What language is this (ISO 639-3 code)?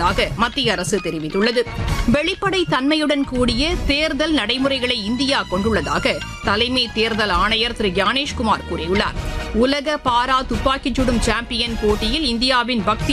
tam